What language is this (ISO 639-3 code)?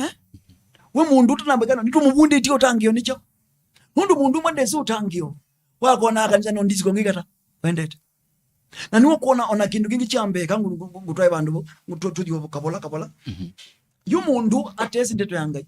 kam